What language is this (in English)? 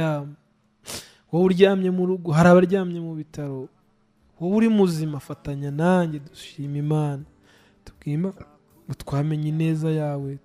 Kinyarwanda